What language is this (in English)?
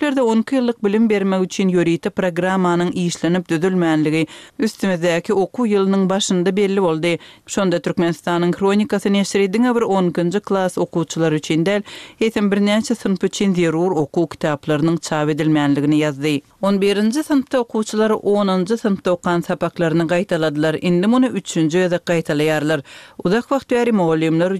Turkmen